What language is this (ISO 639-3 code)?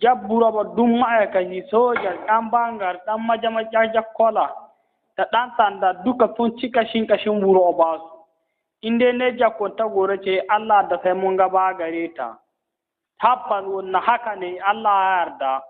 hau